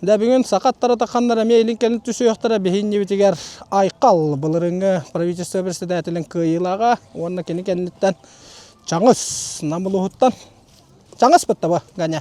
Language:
Yakut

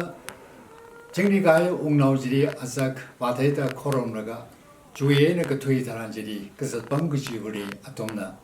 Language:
Tangkhul Naga (India)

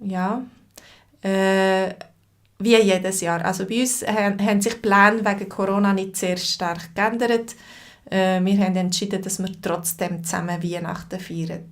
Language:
Swiss German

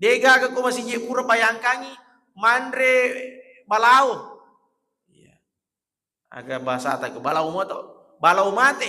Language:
Buginese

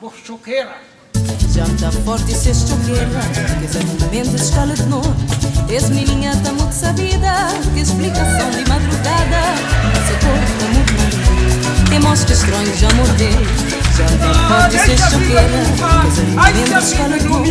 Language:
Kabuverdianu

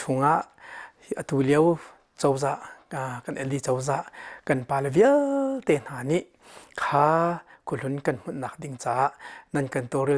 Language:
Hakha Chin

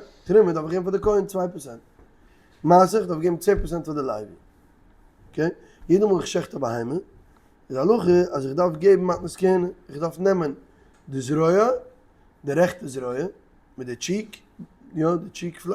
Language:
Yiddish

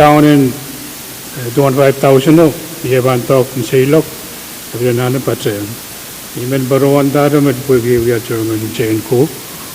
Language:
Pohnpeian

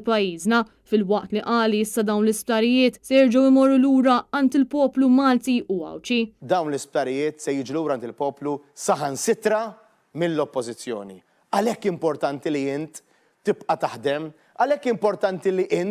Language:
Maltese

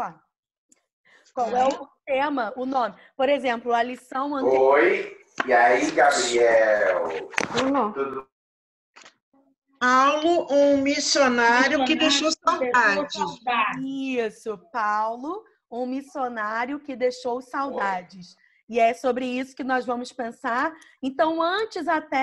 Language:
Portuguese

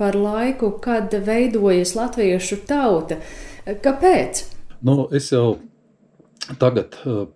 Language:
Latvian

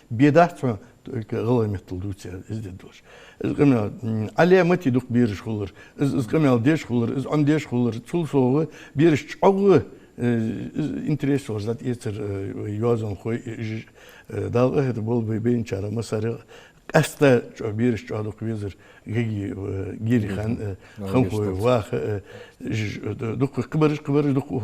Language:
Ingush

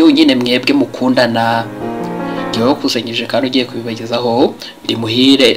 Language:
Kinyarwanda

